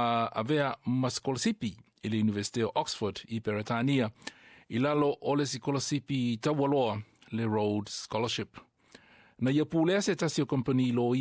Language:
Samoan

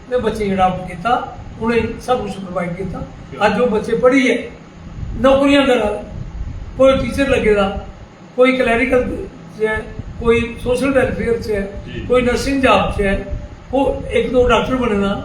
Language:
Dogri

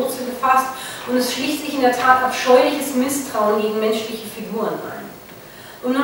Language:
German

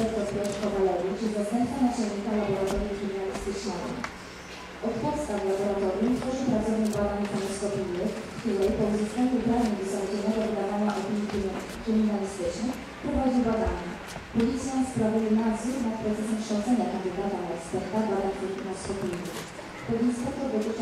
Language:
Polish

